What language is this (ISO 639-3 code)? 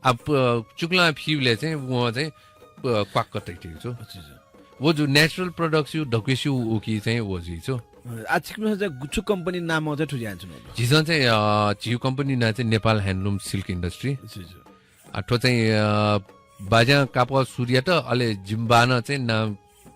new